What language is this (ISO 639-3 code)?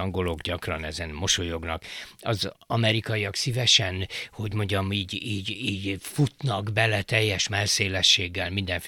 hun